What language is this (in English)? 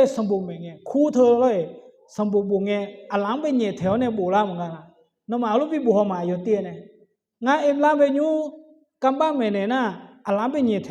Akha